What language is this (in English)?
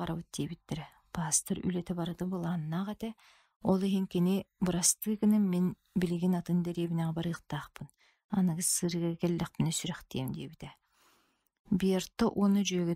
Yakut